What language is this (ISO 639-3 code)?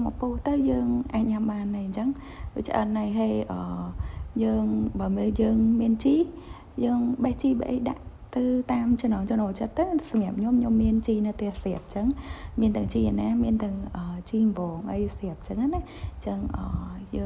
khm